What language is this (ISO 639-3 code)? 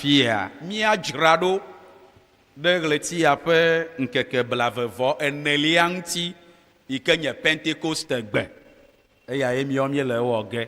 ewe